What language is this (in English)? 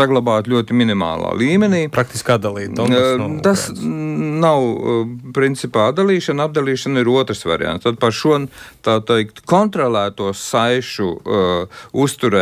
Latvian